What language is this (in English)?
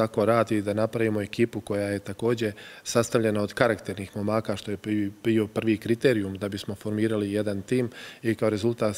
Bosnian